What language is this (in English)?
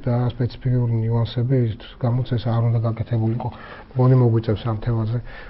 Georgian